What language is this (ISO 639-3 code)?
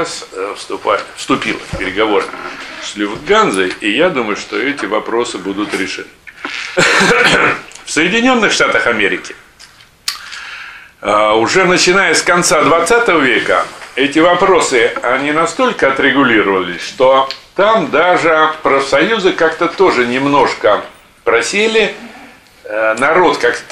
rus